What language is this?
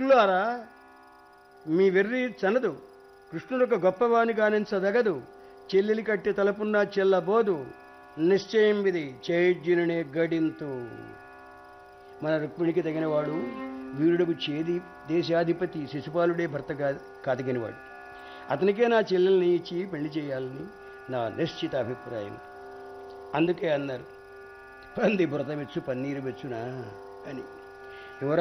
Telugu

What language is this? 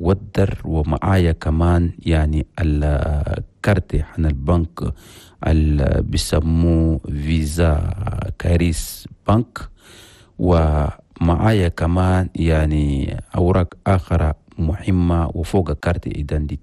Chadian Arabic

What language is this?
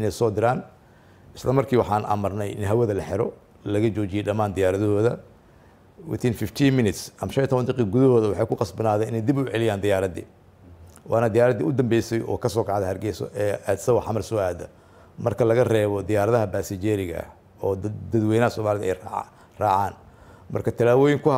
Somali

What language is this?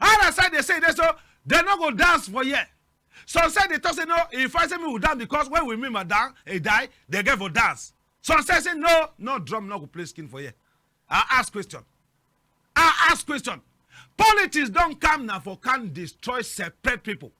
Cameroon Pidgin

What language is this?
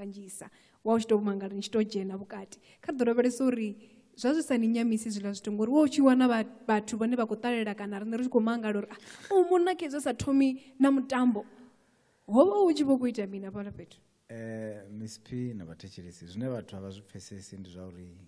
Venda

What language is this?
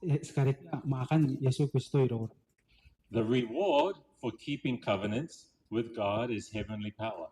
Gilbertese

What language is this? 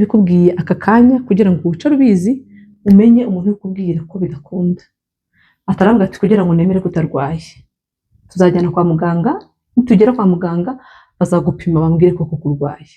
Kinyarwanda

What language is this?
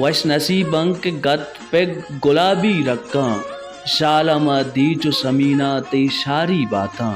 Baluchi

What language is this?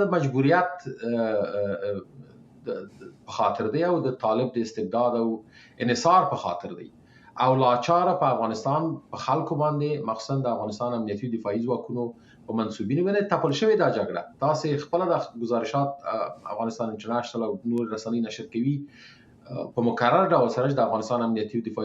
Pashto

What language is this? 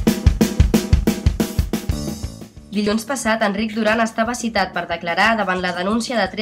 Catalan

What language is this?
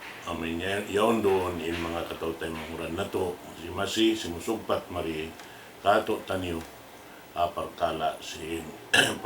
Tausug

